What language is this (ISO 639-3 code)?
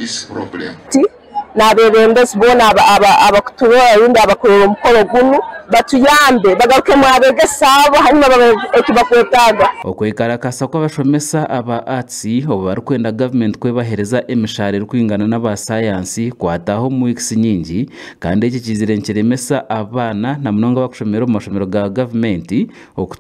nyn